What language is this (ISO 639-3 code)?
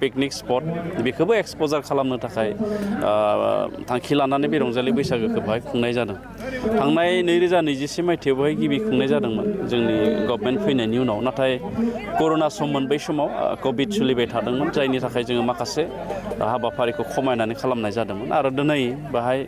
brx